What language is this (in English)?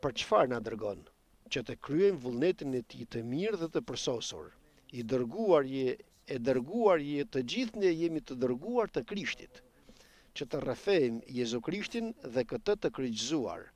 Albanian